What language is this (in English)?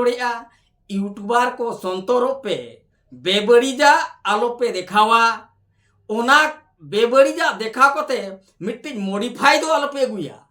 Santali